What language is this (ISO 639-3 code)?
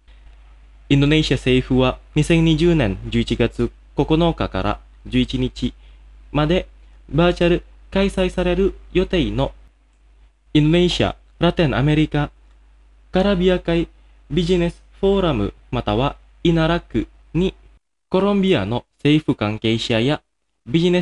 jpn